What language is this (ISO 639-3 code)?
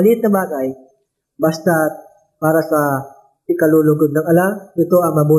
fil